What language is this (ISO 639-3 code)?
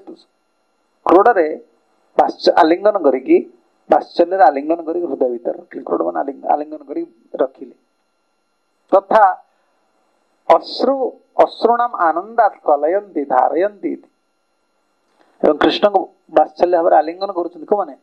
ori